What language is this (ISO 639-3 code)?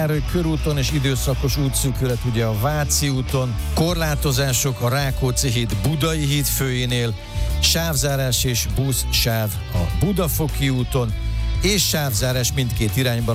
hun